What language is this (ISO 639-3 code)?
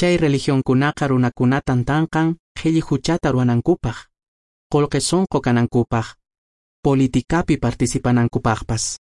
que